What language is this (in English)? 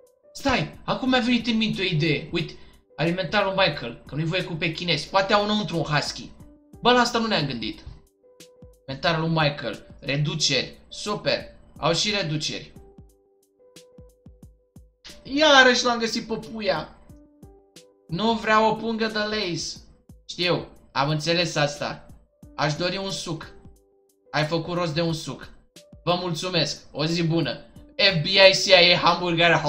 Romanian